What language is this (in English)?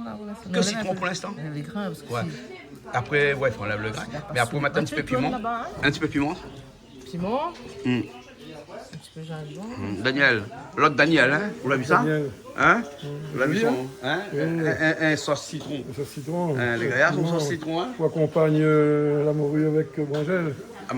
Réunion Creole French